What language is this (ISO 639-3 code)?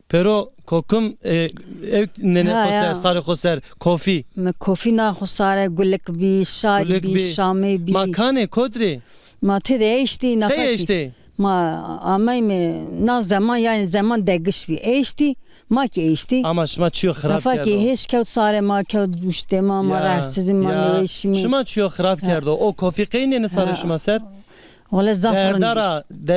zza